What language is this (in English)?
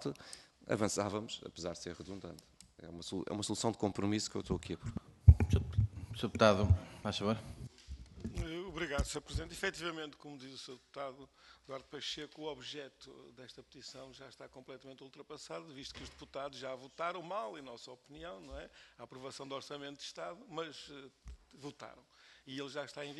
Portuguese